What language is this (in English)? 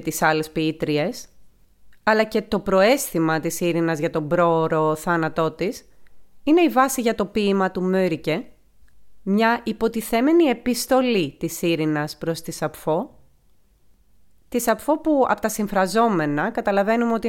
Greek